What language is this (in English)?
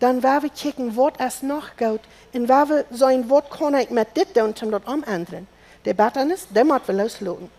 Plautdietsch